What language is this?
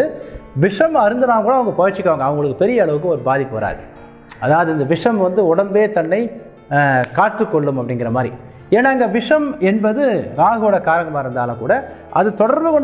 Tamil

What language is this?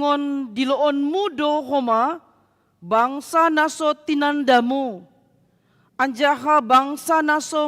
Batak Simalungun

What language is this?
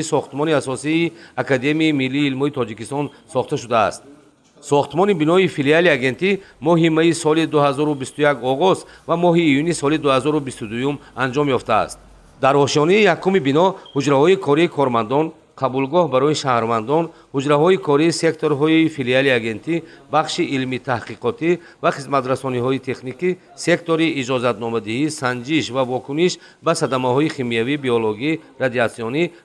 Tajik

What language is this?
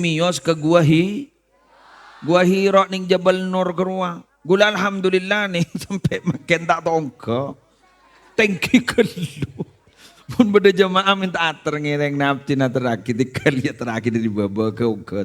Madurese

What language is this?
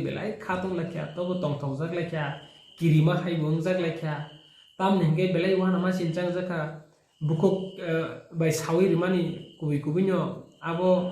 Kok Borok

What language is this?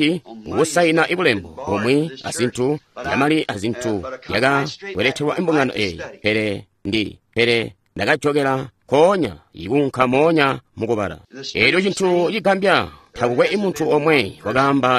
Tonga (Zambia)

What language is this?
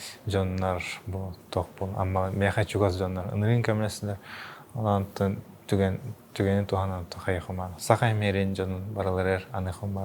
Yakut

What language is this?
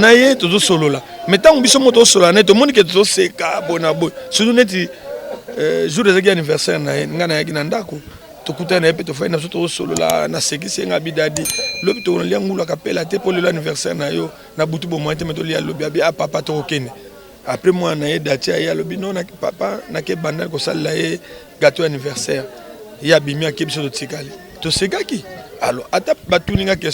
Lingala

